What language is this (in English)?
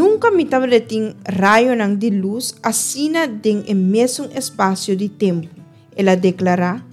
Papiamento